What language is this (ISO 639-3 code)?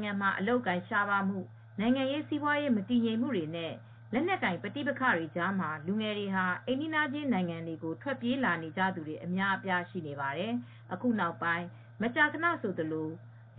mya